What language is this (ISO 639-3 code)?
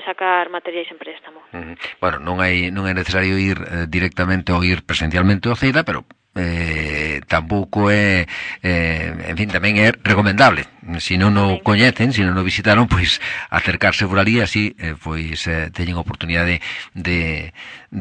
glg